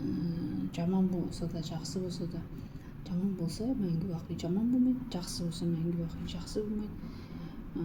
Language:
Kazakh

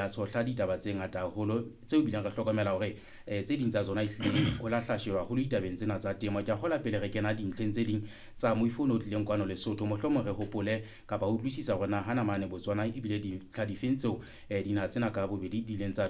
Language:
Southern Sotho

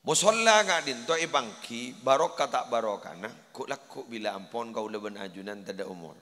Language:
Madurese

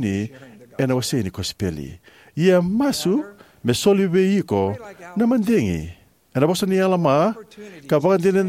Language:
Fijian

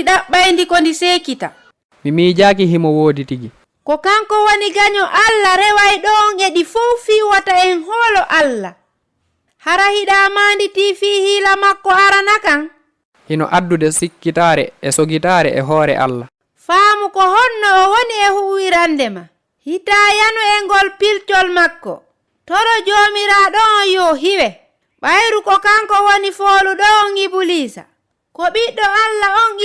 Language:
Fula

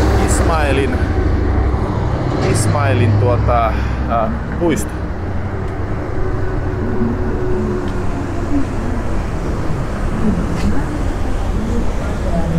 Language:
Finnish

